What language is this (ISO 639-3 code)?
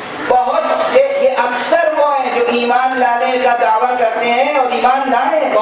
urd